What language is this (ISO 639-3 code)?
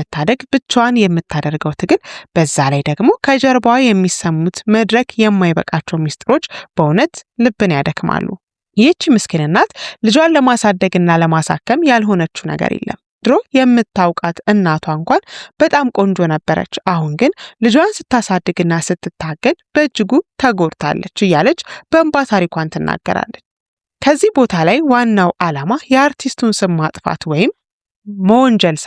amh